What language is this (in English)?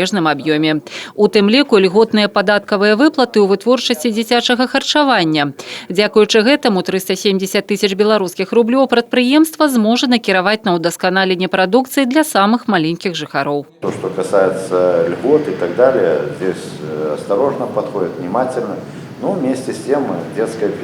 Belarusian